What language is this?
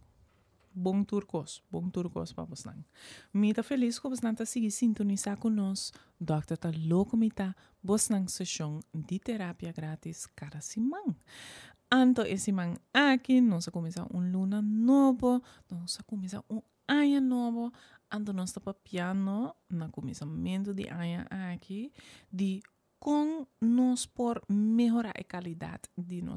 Papiamento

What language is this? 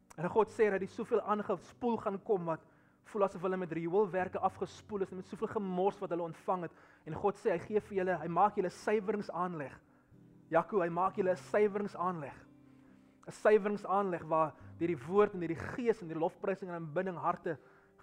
Afrikaans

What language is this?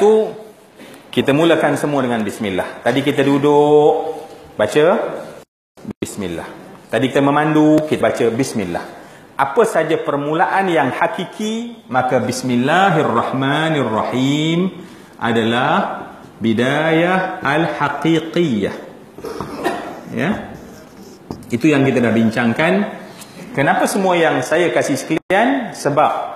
Malay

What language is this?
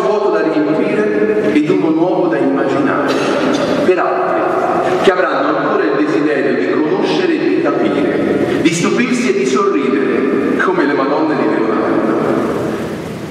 Italian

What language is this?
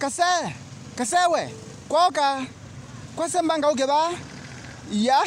Kamba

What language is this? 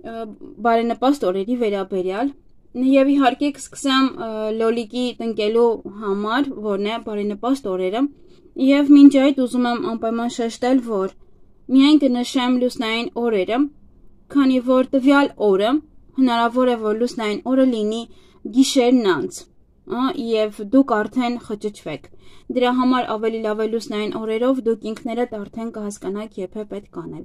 Armenian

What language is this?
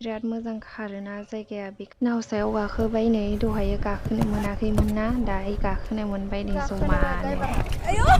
Bodo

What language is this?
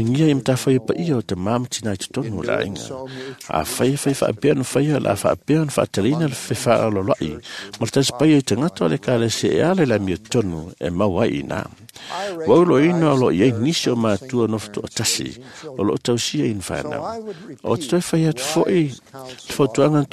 Samoan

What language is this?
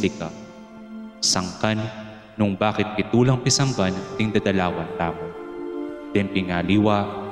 Pampanga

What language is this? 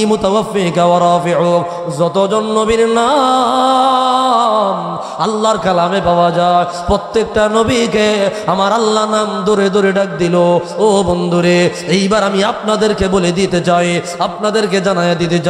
Sylheti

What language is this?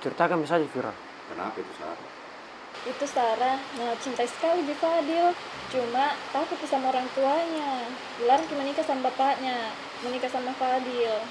Makassar Malay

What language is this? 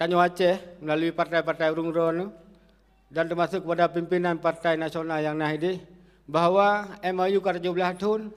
Achinese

